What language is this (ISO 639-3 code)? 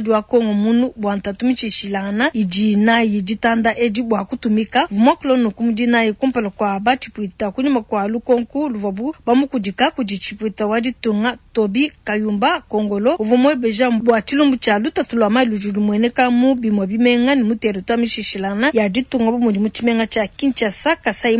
lua